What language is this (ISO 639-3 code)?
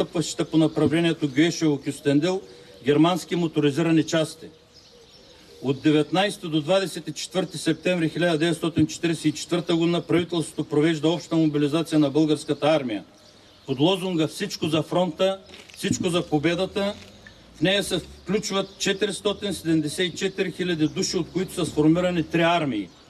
bul